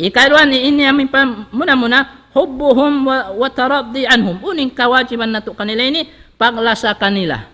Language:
Tausug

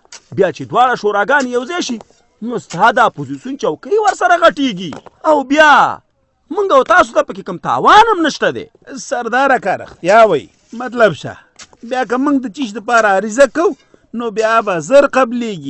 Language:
Pashto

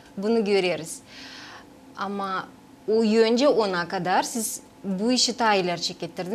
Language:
Gagauz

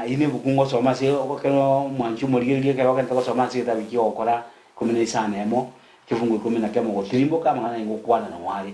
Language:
Gusii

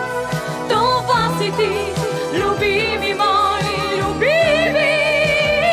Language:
Bulgarian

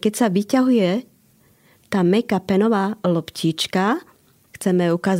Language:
Slovak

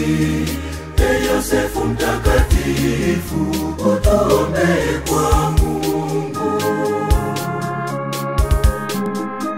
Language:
Swahili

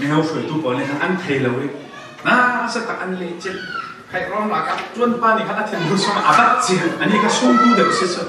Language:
Falam Chin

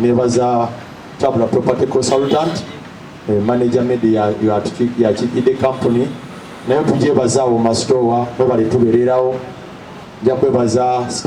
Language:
Ganda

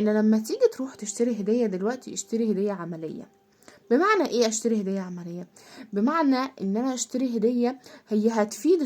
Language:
Egyptian Arabic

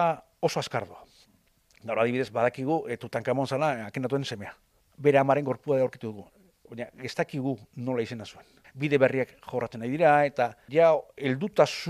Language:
Basque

